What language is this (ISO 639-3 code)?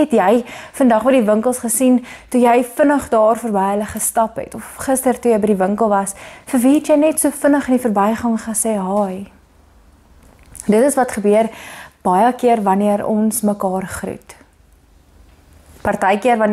afr